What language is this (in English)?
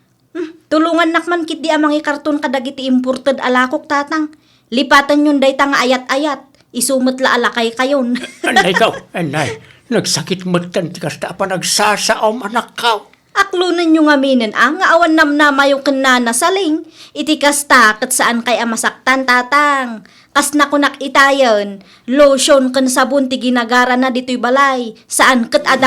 Iloko